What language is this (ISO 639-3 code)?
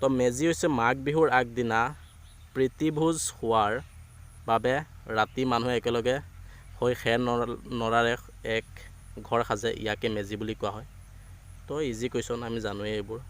asm